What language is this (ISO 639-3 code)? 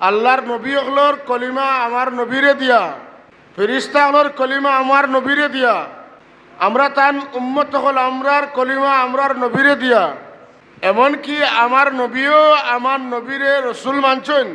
syl